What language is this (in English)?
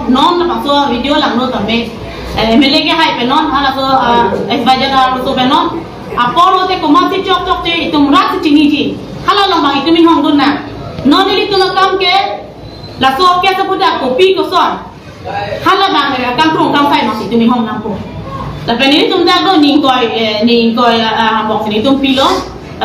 Karbi